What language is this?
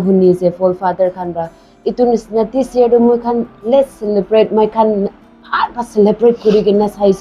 Naga Pidgin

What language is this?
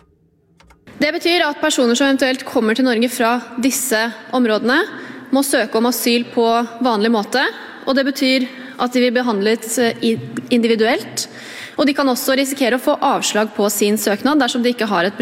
Norwegian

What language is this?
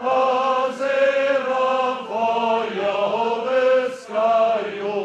Upper Sorbian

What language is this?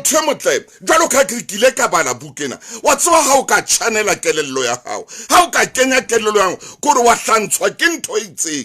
Southern Sotho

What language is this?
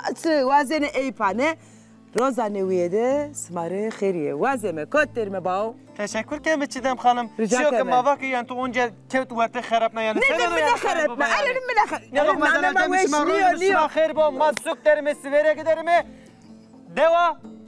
Zaza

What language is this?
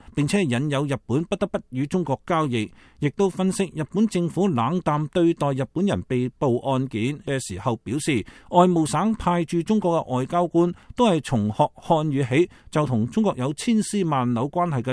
Cantonese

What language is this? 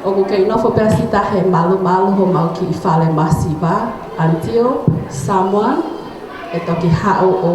Tongan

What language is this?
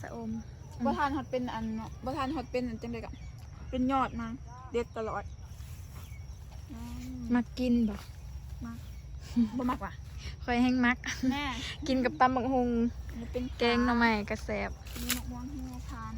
Lao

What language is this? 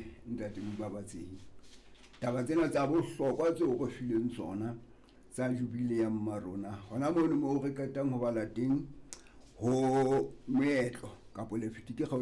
Southern Sotho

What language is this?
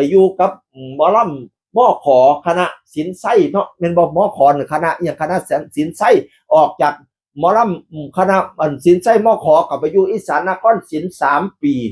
Northeastern Thai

